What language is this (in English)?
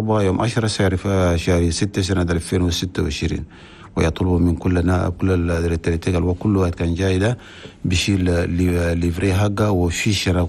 Chadian Arabic